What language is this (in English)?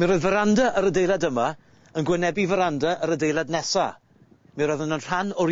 Welsh